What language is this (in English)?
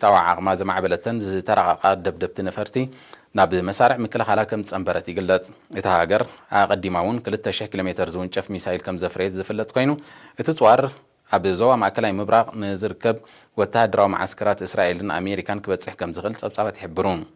Tigrinya